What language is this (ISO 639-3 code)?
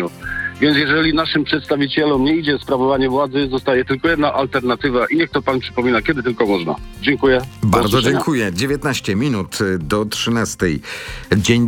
pol